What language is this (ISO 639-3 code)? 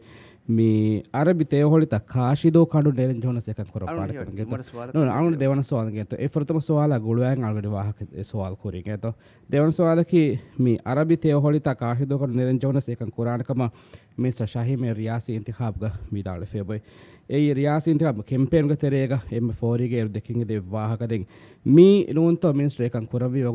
div